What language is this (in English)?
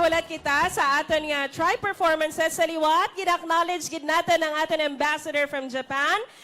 Hiligaynon